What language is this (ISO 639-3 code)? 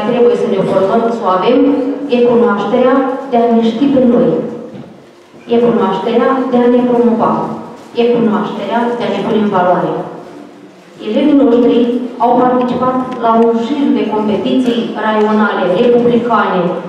ron